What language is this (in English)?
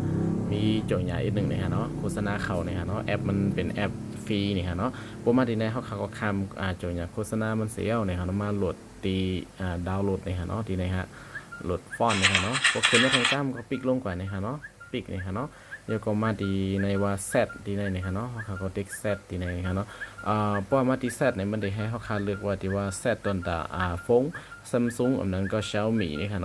Shan